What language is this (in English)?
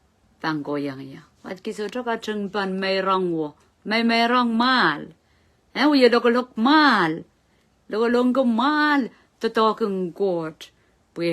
Pohnpeian